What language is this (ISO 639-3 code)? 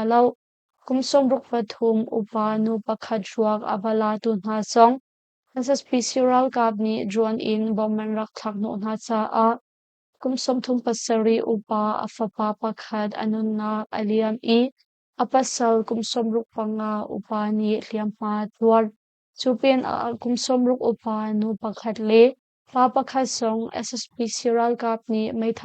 cnh